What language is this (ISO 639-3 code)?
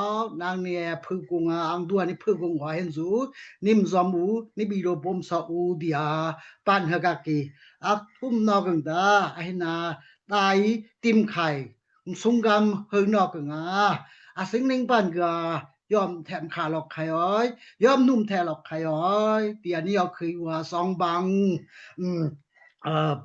dao